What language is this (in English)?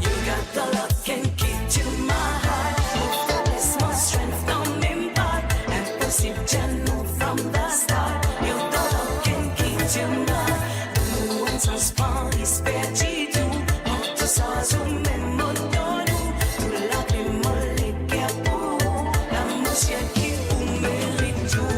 Morisyen